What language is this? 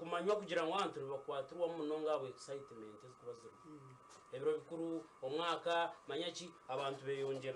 Nyankole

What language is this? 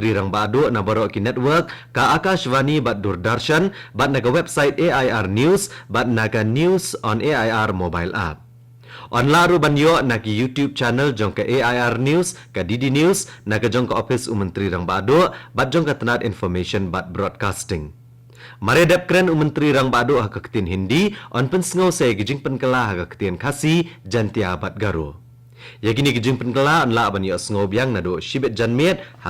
Khasi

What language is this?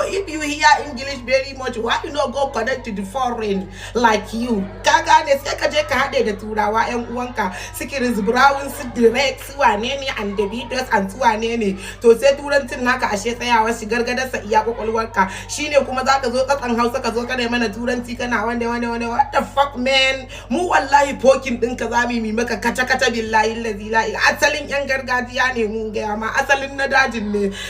Hausa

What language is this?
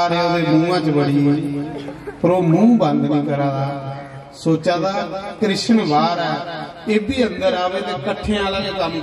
Dogri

